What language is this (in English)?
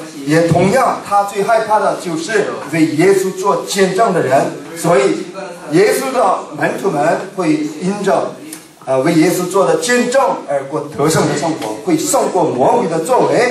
Chinese